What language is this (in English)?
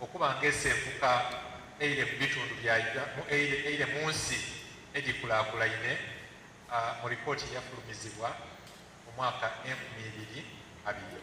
Soga